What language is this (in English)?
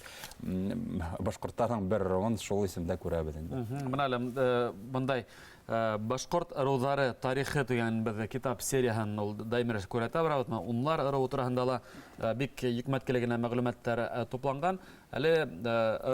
Bashkir